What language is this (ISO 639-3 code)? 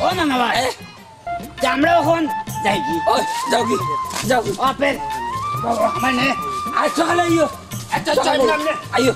syl